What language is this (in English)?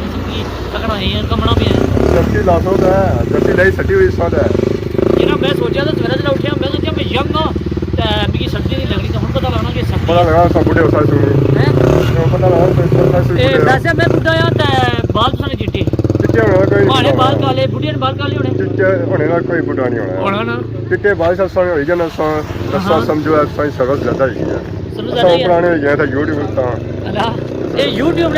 Pahari-Potwari